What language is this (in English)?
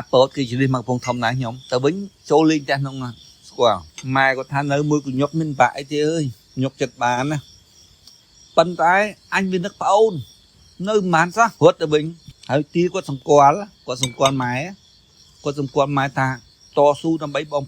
Khmer